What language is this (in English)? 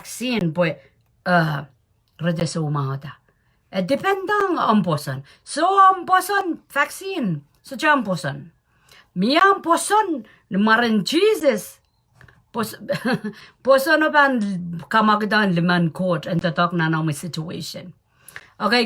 Pohnpeian